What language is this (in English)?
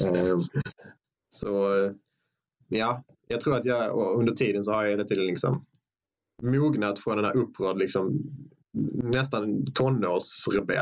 Swedish